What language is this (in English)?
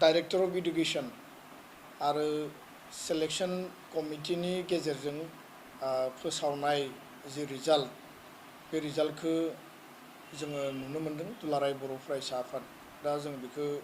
Bodo